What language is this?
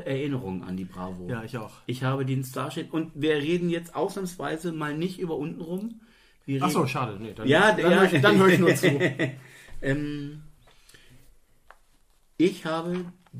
German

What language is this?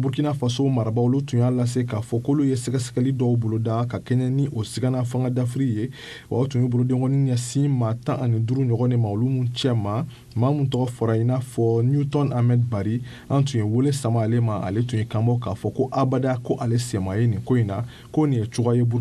Bambara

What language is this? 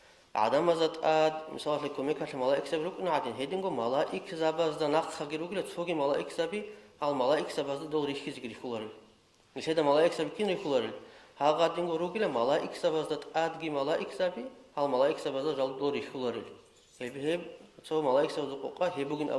Avaric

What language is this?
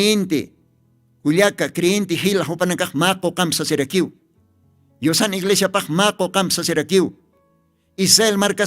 Aymara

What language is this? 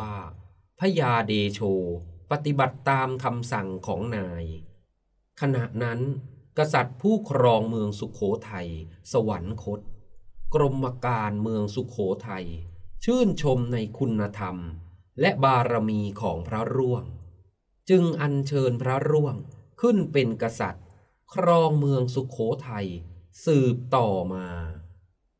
Thai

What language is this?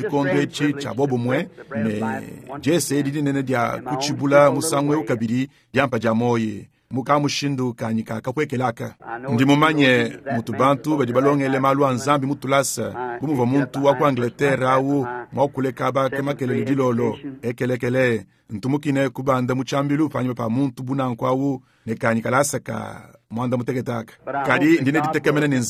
Luba-Lulua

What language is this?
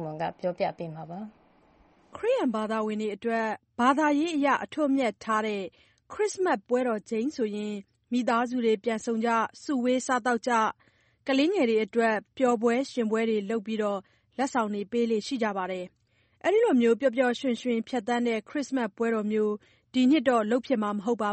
Burmese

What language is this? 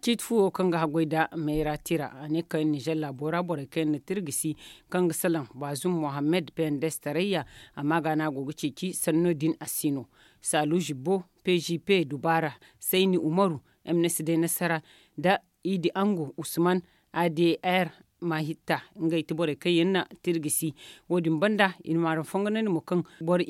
Zarma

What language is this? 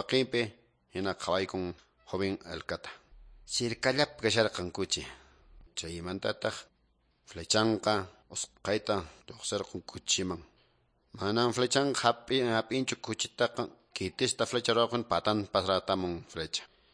Quechua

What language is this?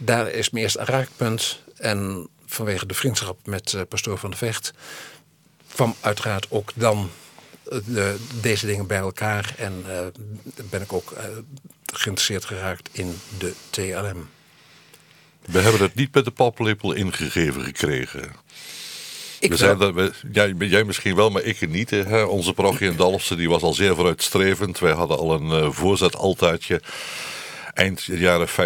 Dutch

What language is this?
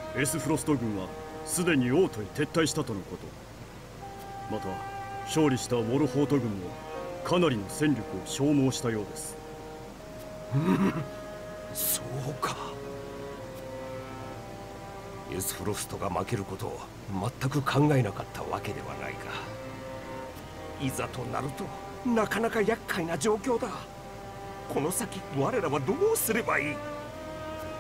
Japanese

